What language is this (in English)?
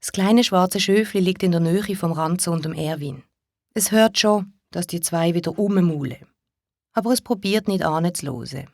Swiss German